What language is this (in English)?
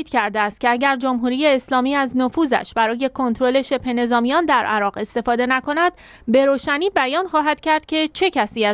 Persian